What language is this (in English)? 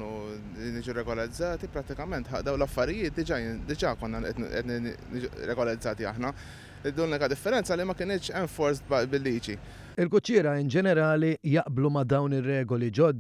Maltese